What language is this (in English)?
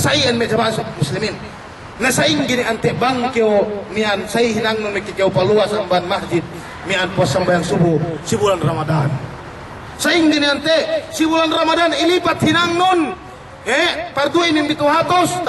Yakan